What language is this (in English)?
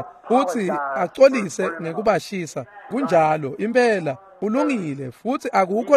Swati